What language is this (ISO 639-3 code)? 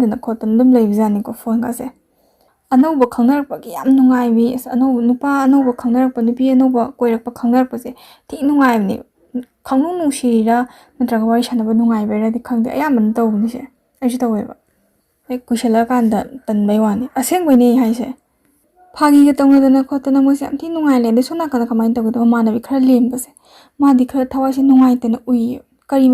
mni